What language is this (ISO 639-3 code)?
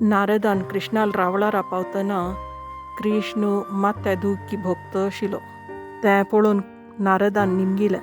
kok